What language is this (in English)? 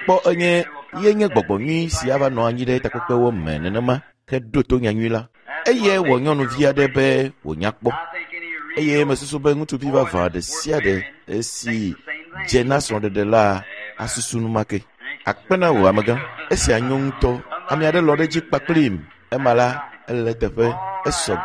Ewe